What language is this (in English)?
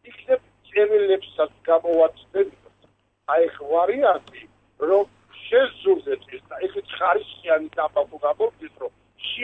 Georgian